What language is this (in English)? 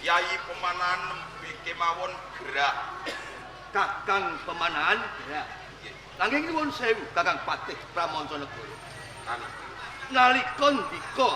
Javanese